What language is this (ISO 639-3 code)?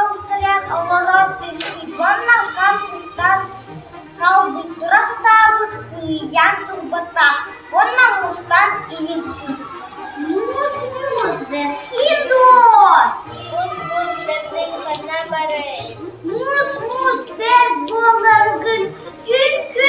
sah